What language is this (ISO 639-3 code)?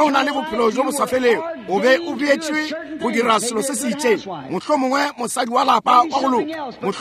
nso